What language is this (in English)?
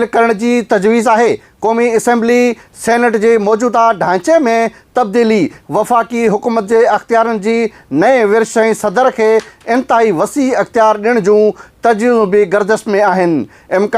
Sindhi